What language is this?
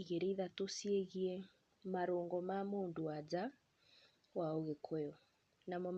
Kikuyu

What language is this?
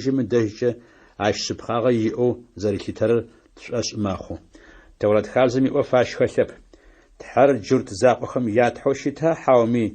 Adyghe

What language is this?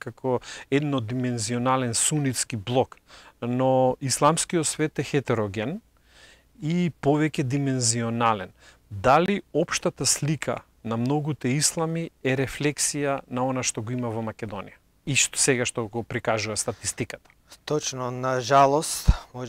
Macedonian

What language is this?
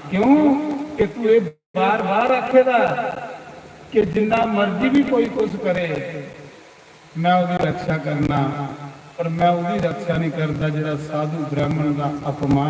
Dogri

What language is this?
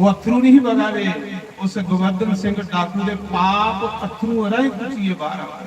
Dogri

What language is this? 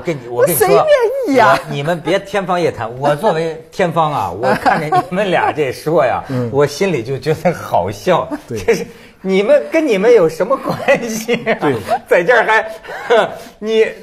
Chinese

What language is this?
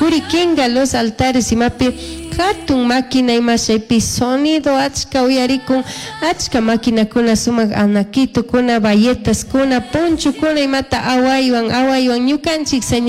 Chimborazo Highland Quichua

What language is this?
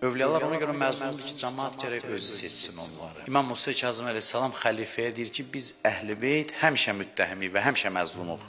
Azerbaijani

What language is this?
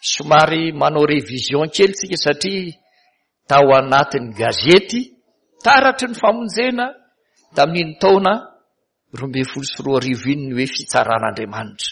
Malagasy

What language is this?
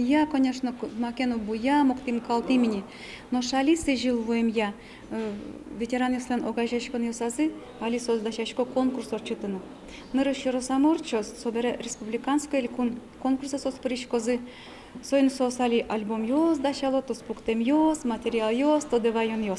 Udmurt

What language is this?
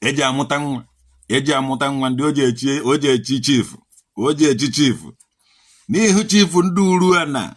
Igbo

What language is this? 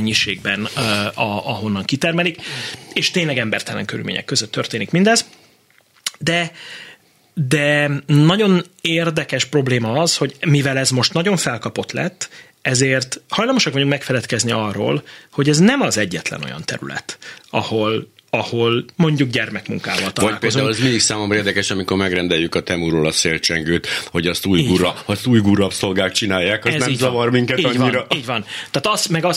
Hungarian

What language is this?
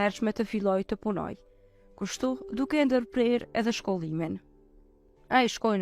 Albanian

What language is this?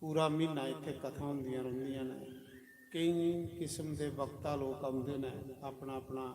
Dogri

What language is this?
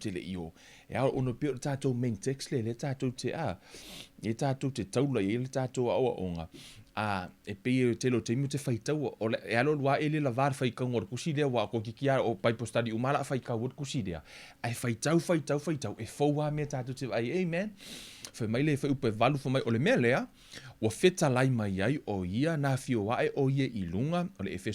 Samoan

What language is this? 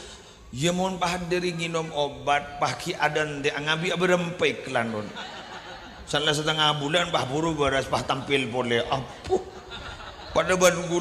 Madurese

